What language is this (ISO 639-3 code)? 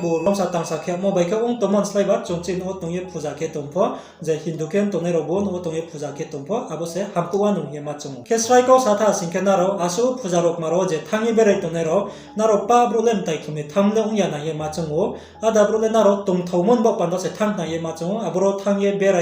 ria